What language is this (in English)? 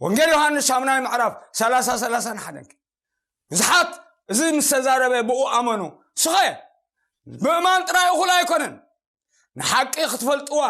Tigrinya